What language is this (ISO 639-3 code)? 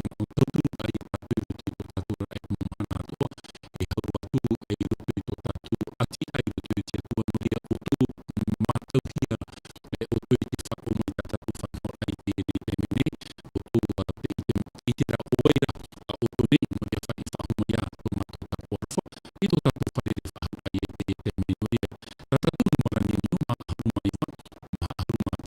tah